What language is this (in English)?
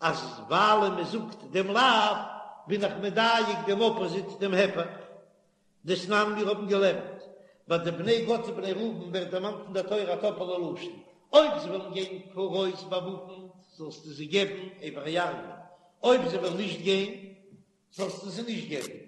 Yiddish